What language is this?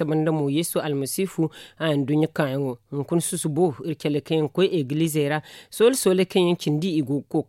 Zarma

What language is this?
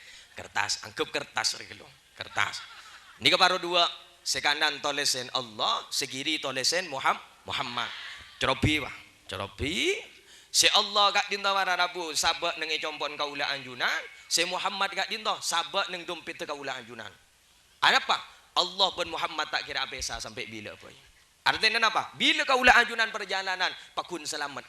Madurese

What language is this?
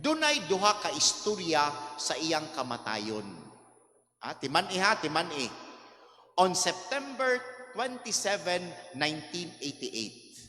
Cebuano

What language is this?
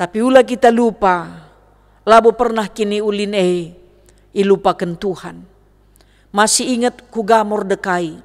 Batak Karo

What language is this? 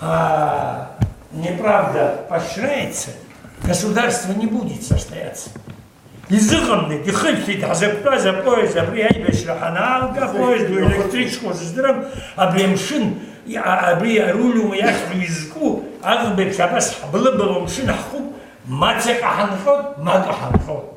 Abkhazian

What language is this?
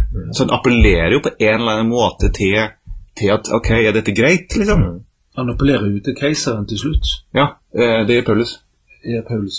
Norwegian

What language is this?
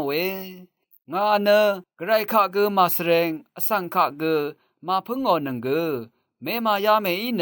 Rawang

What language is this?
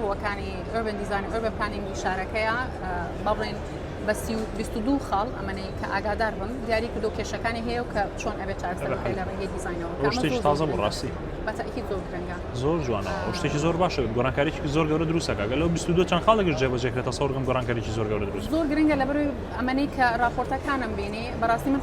Central Kurdish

